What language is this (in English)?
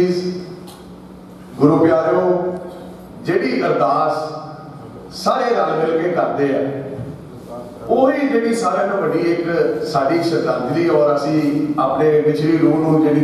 Punjabi